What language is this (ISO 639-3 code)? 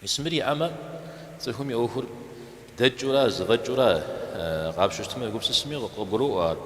kbd